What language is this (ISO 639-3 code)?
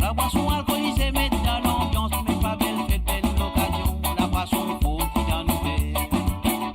mfe